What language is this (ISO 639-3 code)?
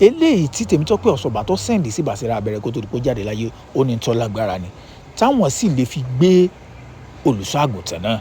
yor